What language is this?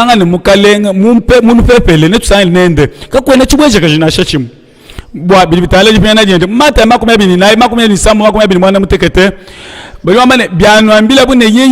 Luba-Lulua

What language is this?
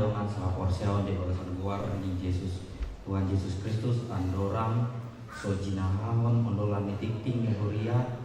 Batak Toba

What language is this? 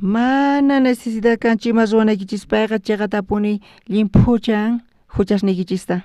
South Bolivian Quechua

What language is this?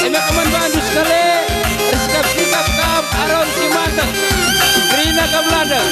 Batak Karo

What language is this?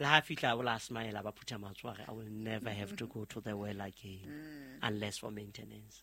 Southern Sotho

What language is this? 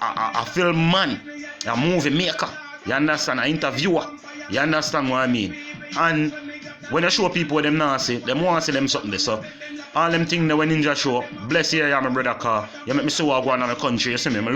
Jamaican Creole English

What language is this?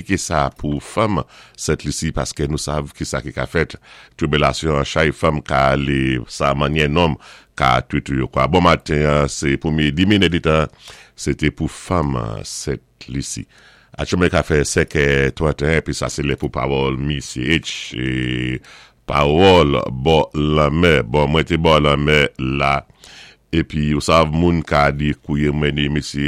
Saint Lucian Creole French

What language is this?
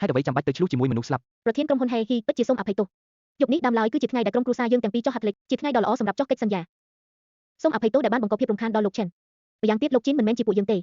Khmer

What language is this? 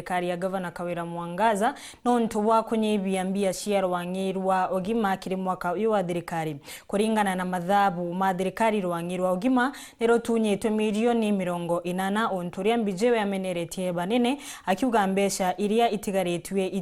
Meru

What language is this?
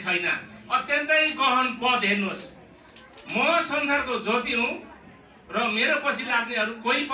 Nepali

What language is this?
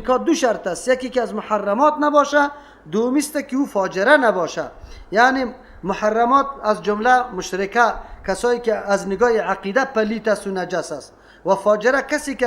Persian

